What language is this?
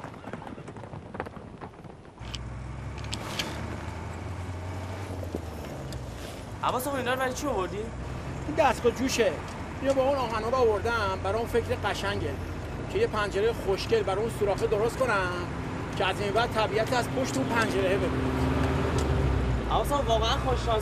Persian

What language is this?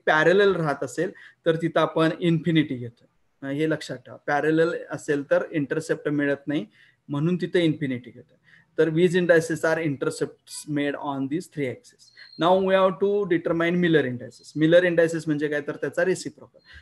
Marathi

